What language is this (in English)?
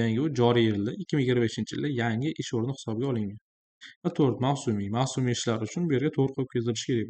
Uzbek